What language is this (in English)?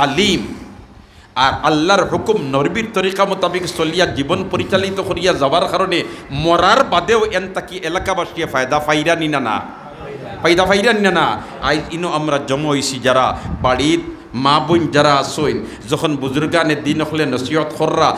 Sylheti